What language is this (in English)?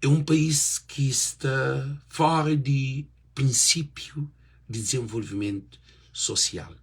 Kabuverdianu